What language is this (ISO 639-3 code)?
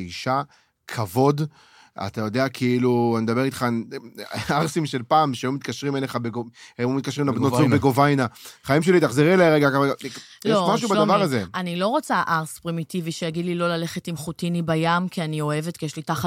heb